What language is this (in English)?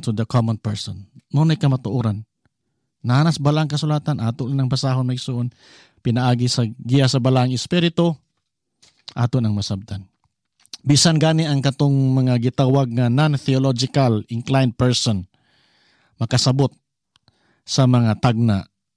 Cebuano